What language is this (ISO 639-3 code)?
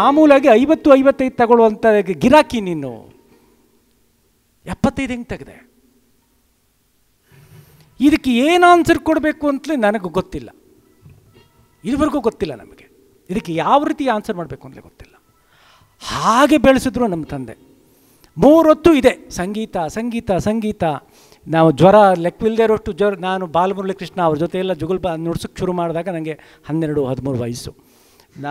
kan